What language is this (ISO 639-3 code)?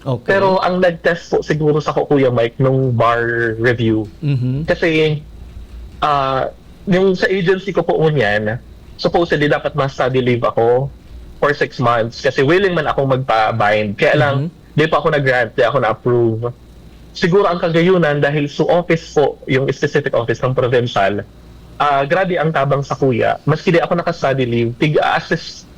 bik